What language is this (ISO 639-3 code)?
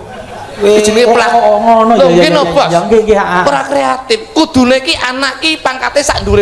jav